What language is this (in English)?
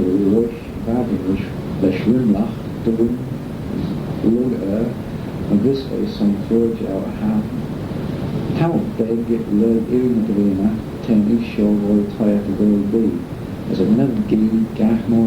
Manx